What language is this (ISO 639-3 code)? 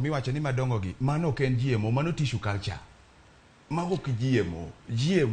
luo